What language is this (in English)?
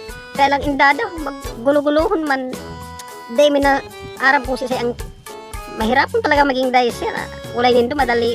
Bikol